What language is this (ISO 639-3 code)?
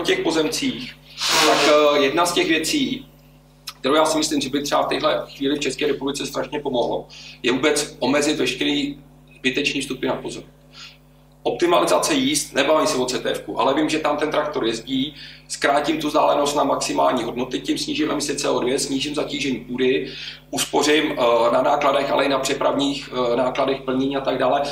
ces